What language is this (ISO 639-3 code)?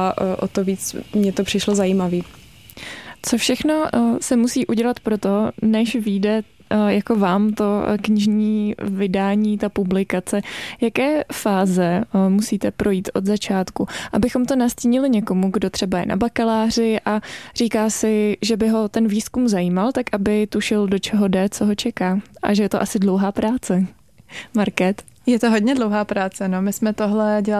ces